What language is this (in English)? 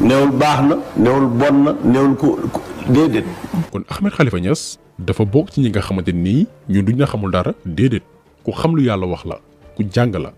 Wolof